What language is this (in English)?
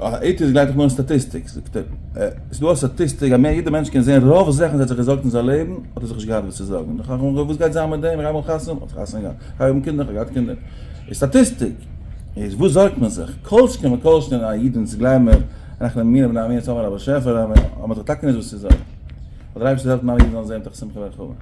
Yiddish